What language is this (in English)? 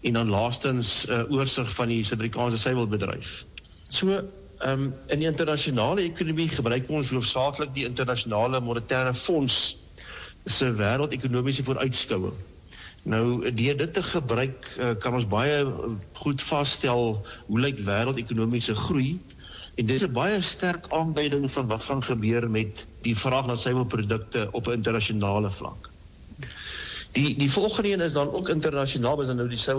Afrikaans